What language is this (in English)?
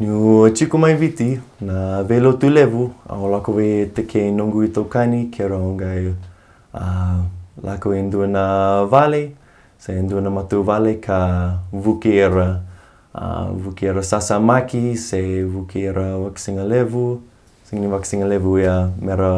Fijian